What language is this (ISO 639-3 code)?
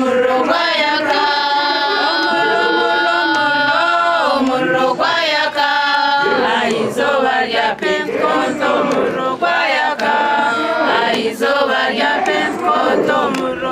nyn